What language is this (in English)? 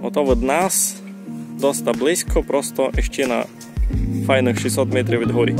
Rusyn